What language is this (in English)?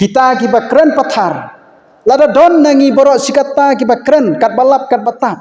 Khasi